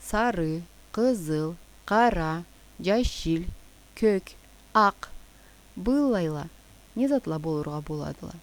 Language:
Karachay-Balkar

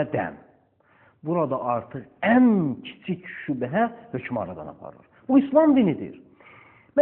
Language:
Azerbaijani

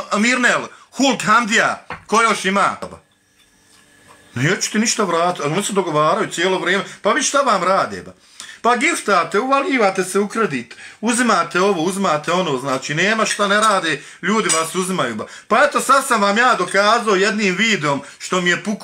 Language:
Bosnian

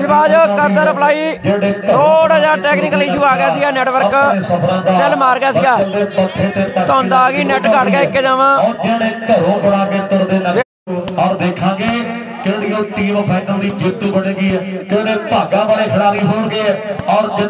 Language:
Punjabi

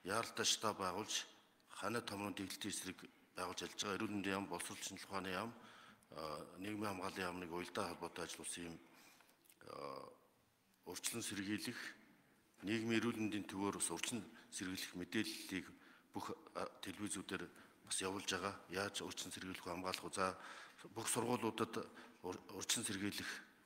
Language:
Mongolian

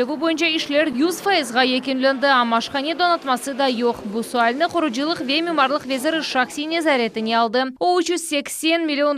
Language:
Crimean Tatar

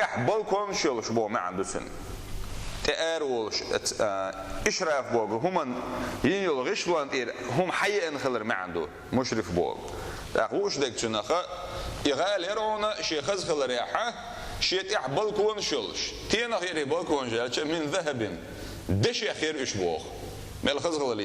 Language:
Chechen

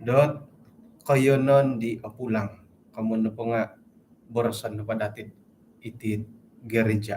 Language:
Central Dusun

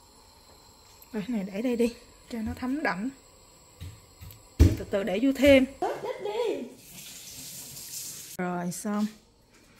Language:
Vietnamese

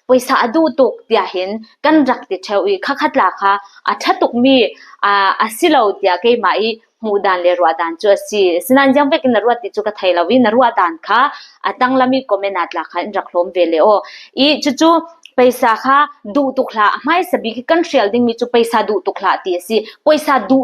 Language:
Falam Chin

